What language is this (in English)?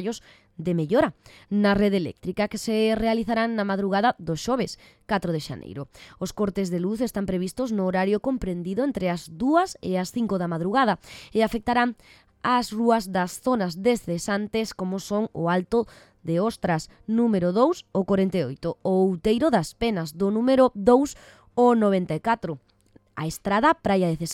Galician